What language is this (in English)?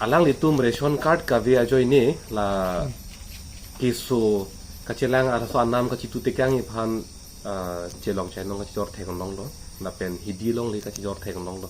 Karbi